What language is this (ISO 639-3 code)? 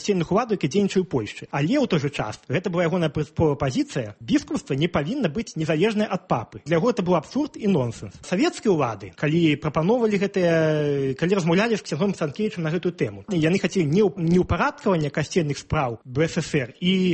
bel